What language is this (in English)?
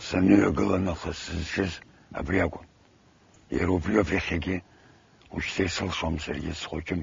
Abkhazian